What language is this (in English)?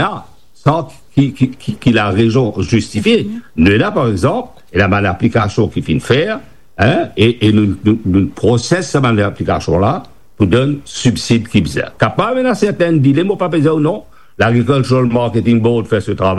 Morisyen